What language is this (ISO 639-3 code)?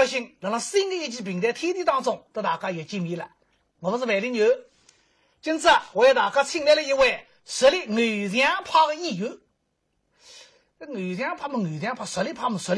wuu